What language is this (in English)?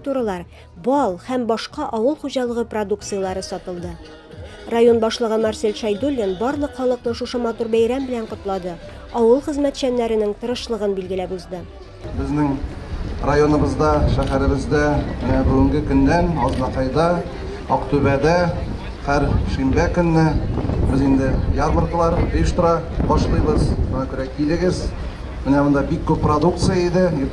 Tatar